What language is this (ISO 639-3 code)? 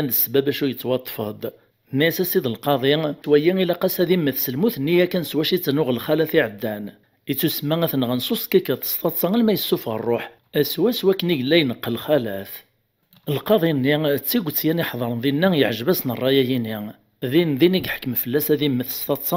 kab